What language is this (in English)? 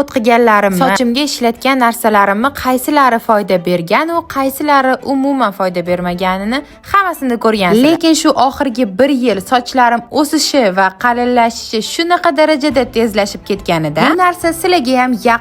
Uzbek